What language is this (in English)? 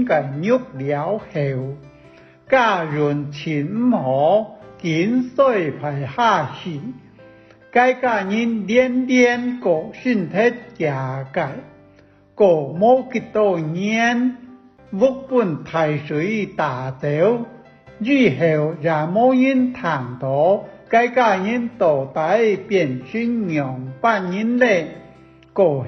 Hakka Chinese